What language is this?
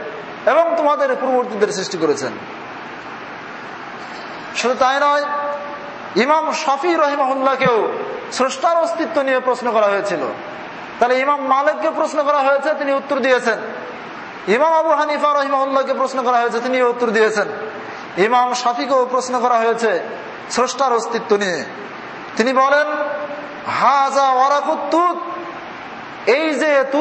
Bangla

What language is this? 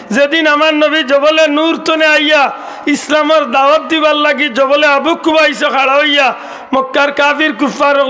Sylheti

